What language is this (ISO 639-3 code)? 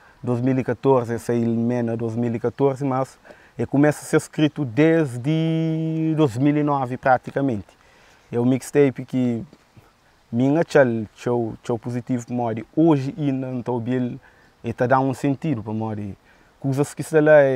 kea